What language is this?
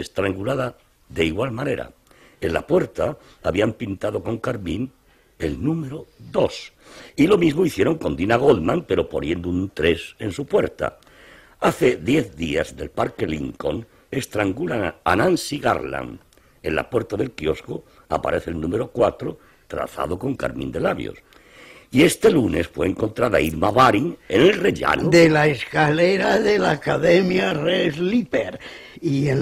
Spanish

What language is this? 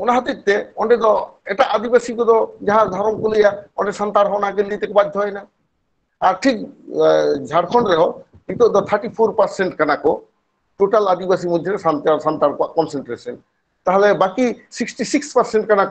Santali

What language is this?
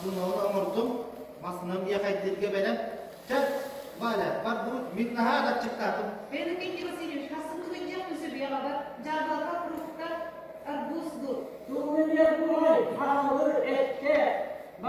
Yakut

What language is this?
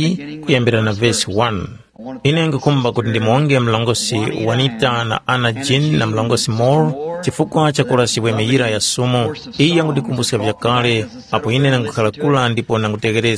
Tumbuka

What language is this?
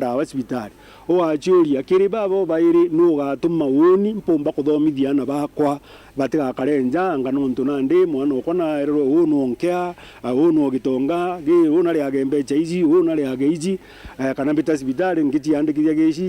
Meru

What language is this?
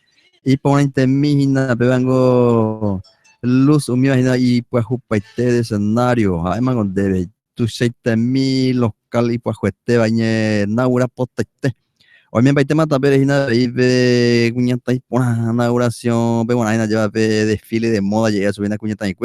Guarani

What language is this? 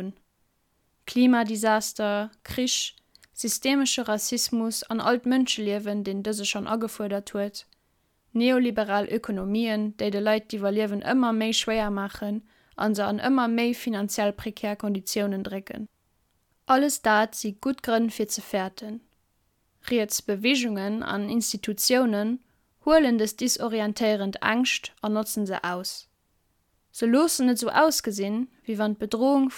Luxembourgish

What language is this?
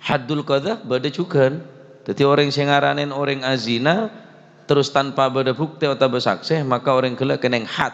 Madurese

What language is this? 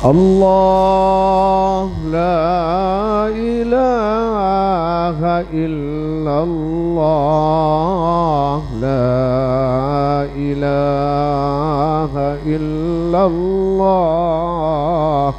Madurese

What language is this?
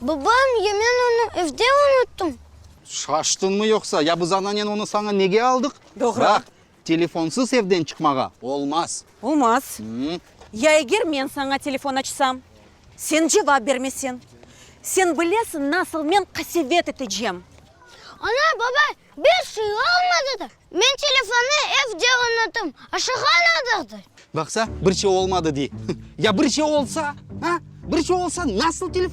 Crimean Tatar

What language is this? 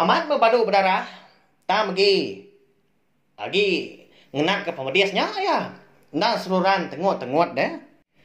Iban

